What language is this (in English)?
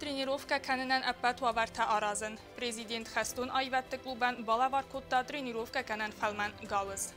Ossetic